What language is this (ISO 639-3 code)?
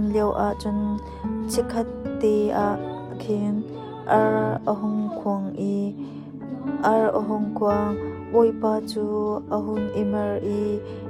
cnh